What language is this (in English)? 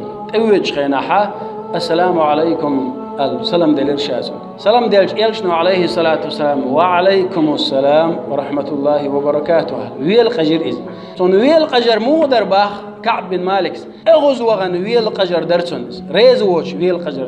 Chechen